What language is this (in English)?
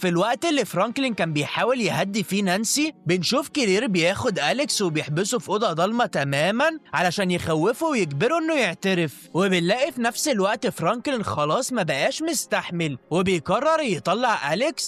Egyptian Arabic